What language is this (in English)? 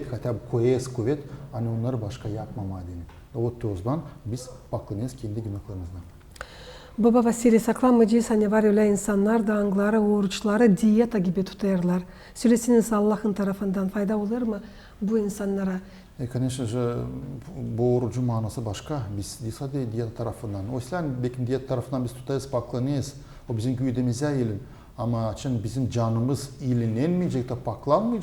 Gagauz